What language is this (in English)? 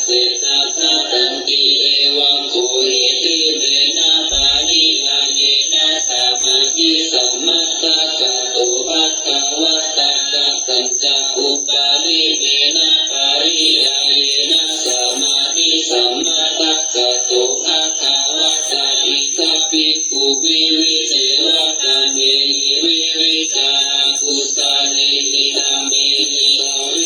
Pali